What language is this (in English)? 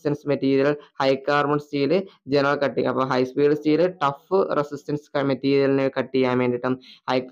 Malayalam